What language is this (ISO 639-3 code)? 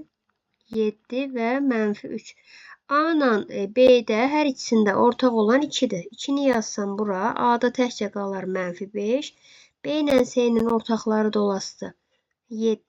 aze